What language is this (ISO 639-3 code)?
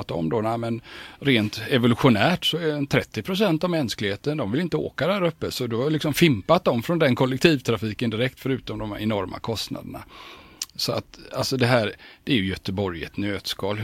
swe